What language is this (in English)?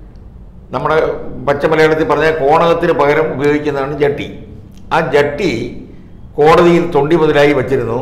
Malayalam